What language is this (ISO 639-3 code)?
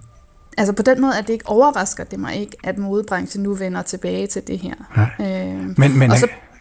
dan